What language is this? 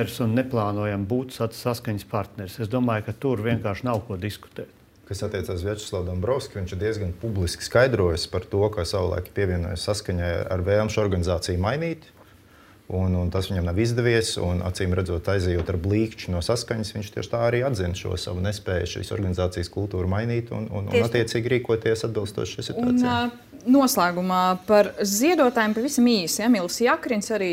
Latvian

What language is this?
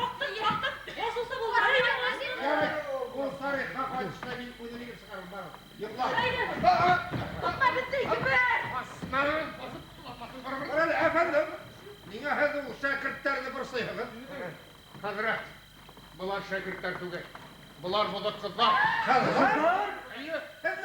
Bashkir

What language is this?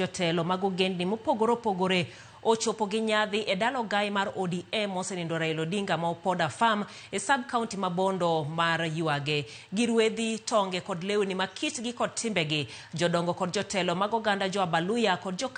Luo (Kenya and Tanzania)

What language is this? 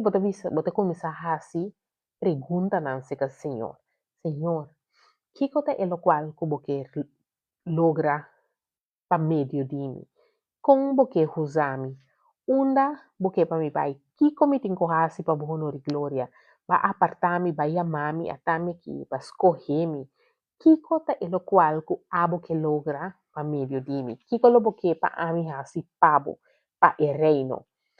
Papiamento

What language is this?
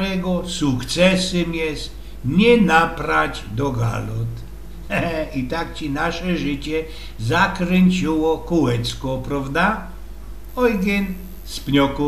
Silesian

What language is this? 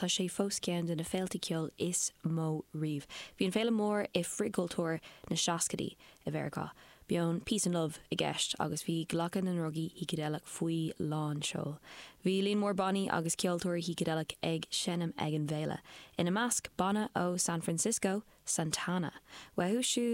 Irish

